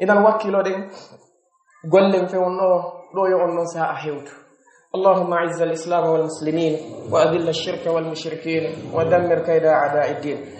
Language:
Pular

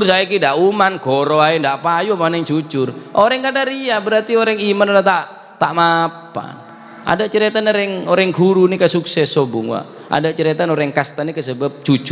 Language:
Madurese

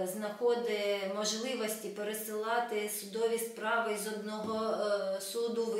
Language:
Ukrainian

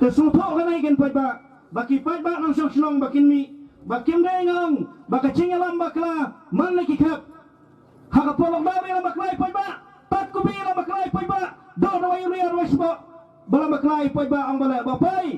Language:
Khasi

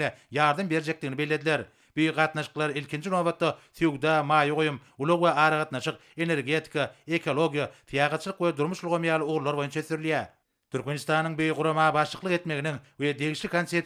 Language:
Turkmen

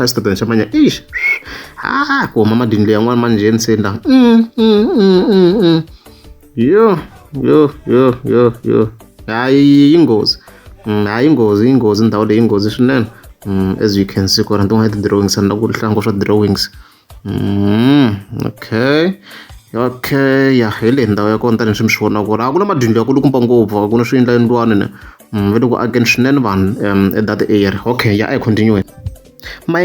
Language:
Tsonga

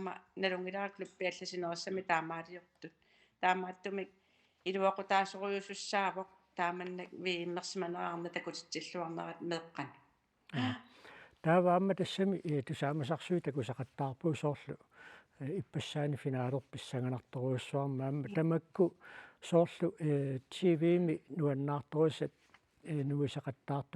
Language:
Kalaallisut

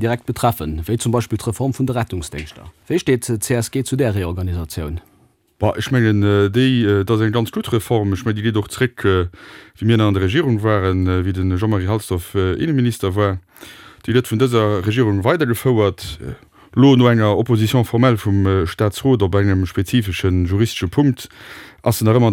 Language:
Luxembourgish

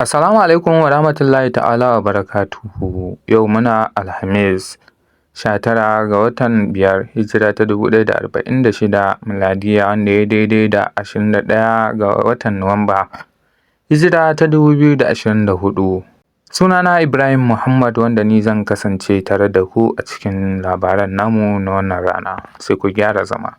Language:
Hausa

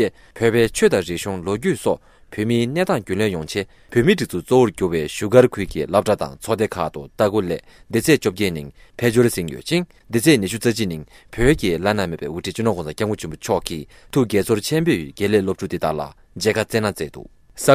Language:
Tibetan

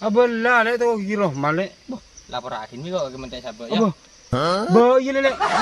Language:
Madurese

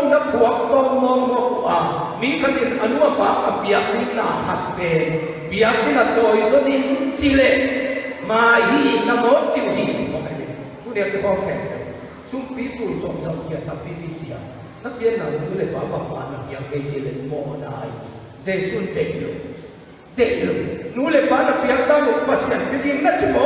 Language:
Tedim Chin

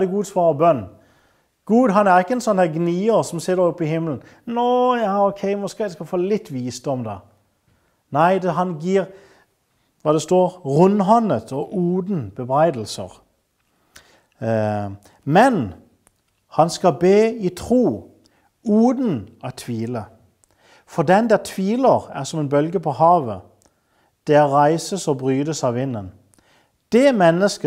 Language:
Norwegian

